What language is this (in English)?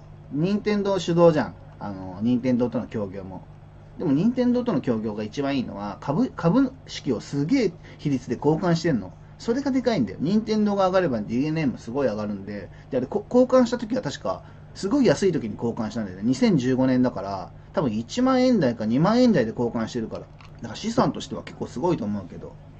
Japanese